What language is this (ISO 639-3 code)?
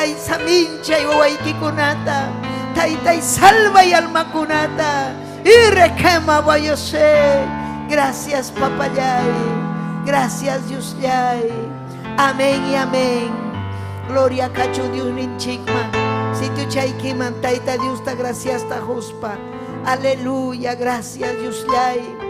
quy